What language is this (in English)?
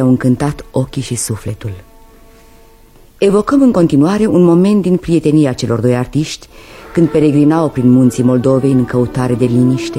Romanian